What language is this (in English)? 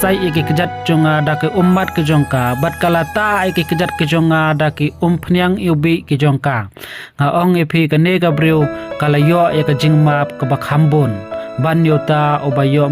Khasi